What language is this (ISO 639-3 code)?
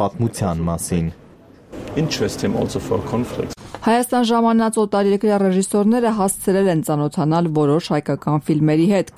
hye